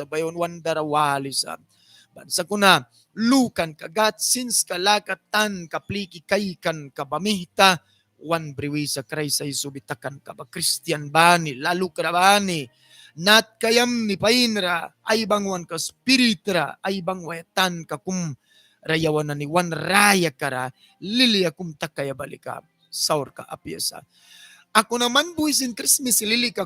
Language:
Mískito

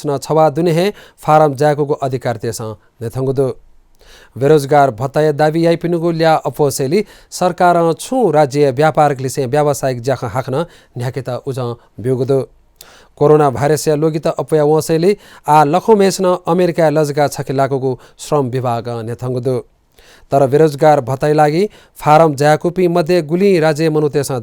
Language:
Newari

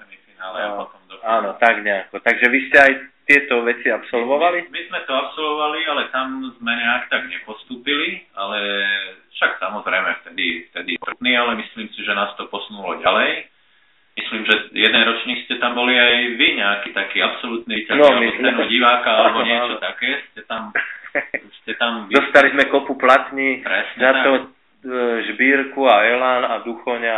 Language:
Slovak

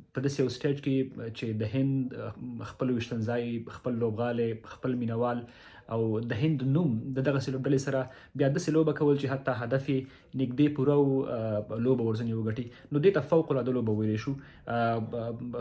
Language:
Pashto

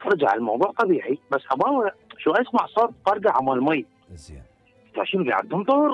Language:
Mesopotamian Arabic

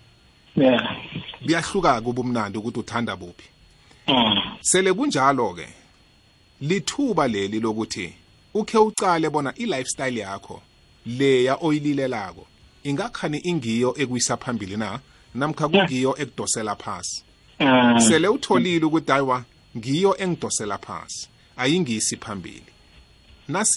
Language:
South Ndebele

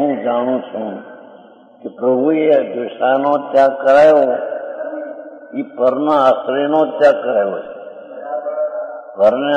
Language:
Gujarati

